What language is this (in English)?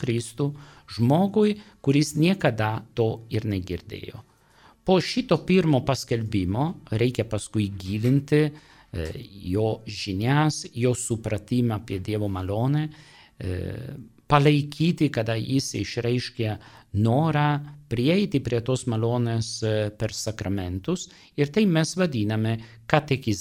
Lithuanian